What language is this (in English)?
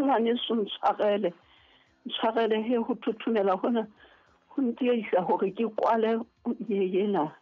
Southern Sotho